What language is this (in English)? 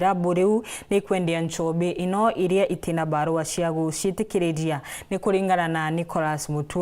Meru